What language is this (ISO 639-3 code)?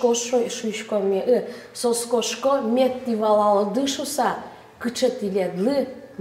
udm